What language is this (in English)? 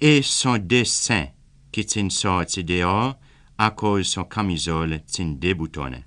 Seselwa Creole French